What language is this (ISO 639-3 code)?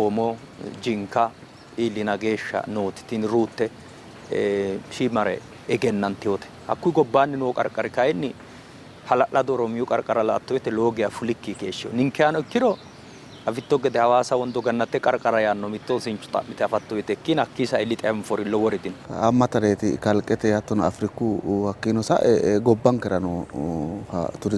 sid